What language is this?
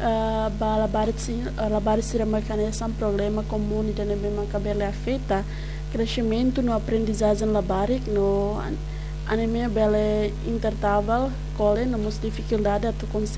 Tetum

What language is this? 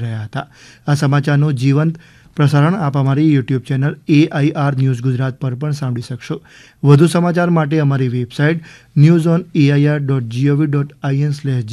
Gujarati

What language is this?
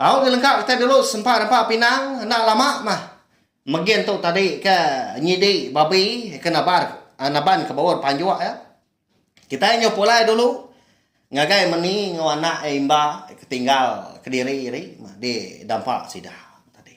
Iban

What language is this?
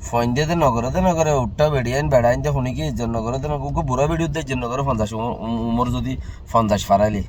Rohingya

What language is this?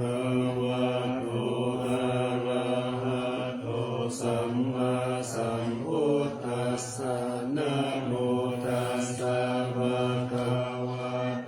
Pali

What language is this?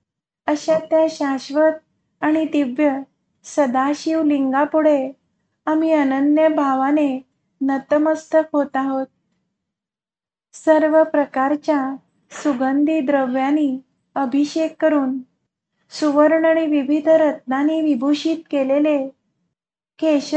Marathi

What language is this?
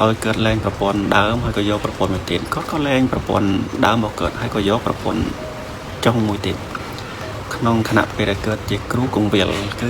Khmer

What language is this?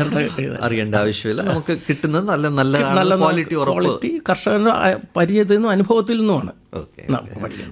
Malayalam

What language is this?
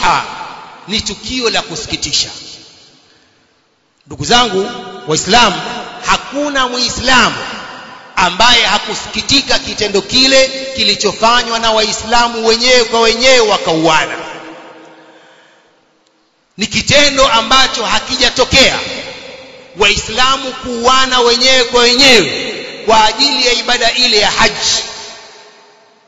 Swahili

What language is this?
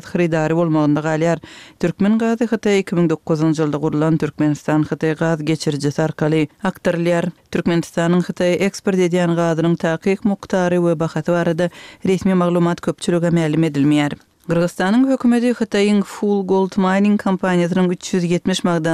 Turkmen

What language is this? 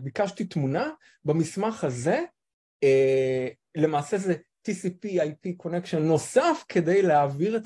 Hebrew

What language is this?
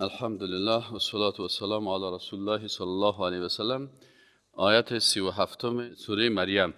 Persian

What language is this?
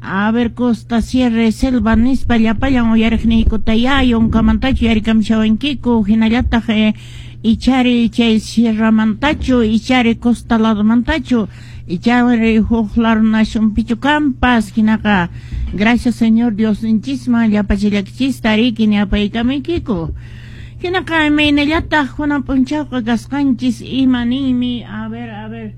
Quechua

